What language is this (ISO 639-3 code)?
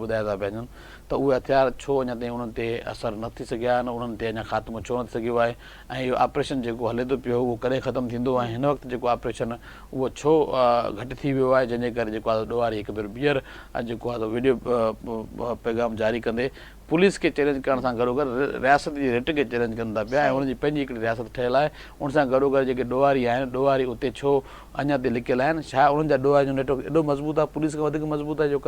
snd